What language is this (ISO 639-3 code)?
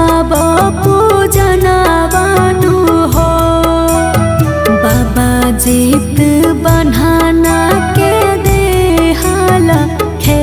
bho